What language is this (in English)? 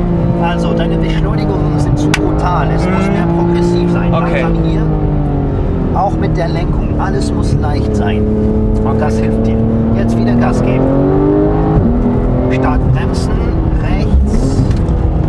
German